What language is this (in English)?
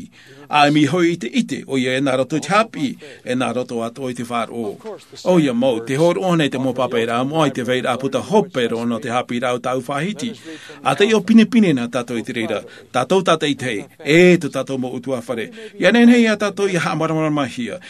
Tahitian